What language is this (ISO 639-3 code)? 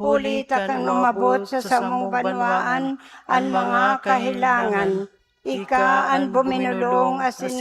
bik